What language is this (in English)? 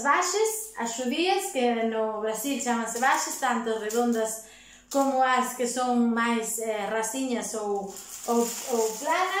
Galician